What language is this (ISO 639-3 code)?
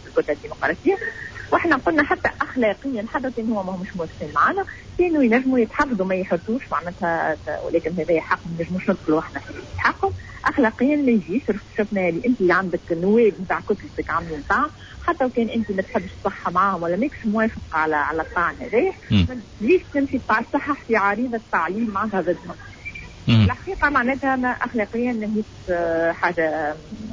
aeb